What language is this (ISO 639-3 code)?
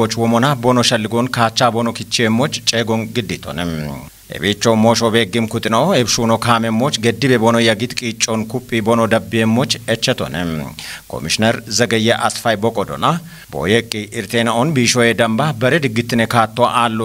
kbr